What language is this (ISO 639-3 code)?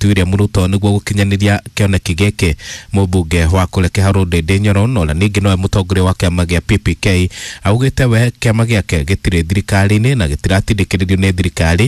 kik